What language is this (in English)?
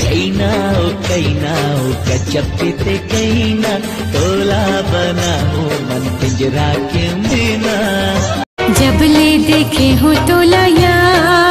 Chhattisgarhi